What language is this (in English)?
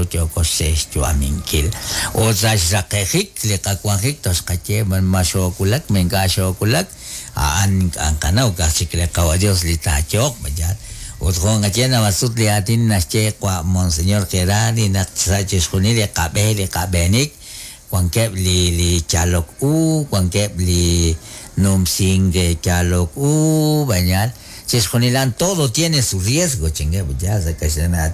Kekchí